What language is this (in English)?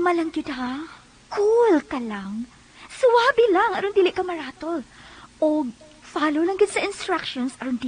Cebuano